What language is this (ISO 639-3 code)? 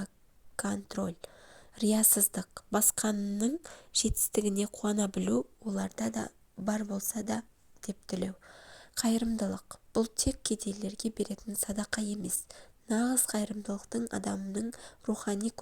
kaz